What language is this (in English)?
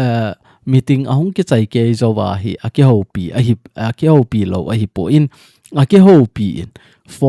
Thado Chin